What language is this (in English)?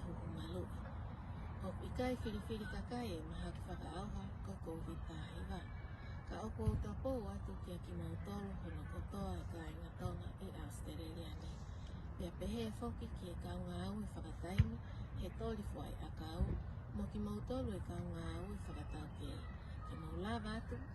Tongan